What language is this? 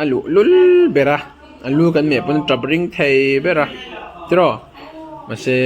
Mizo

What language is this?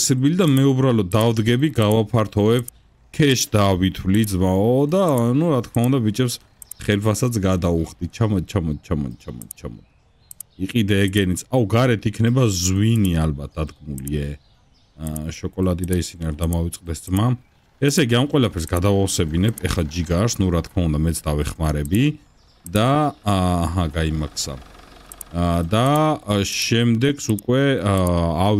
Georgian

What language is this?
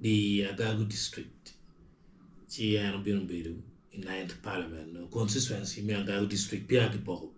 Acoli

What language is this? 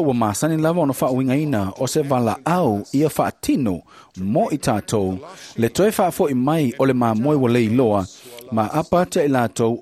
Samoan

